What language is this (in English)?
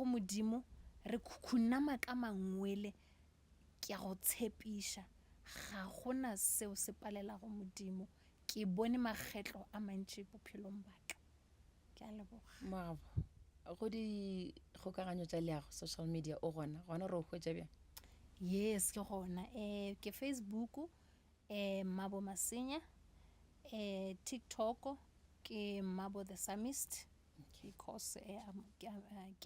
Northern Sotho